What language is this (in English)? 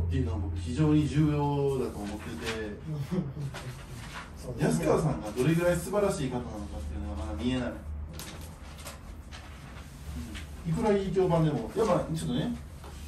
Japanese